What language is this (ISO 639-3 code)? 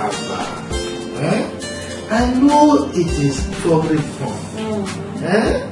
pcm